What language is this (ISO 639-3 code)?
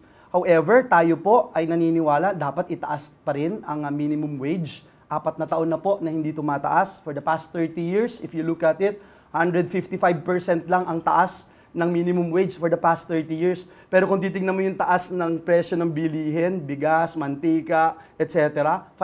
fil